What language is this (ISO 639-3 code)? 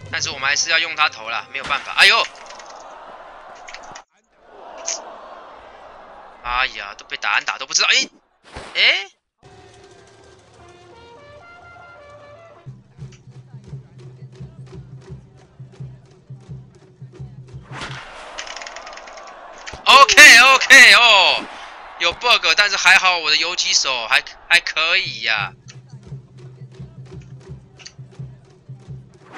zho